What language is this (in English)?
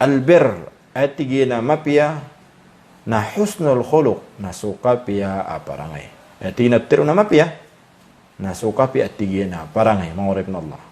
Maranao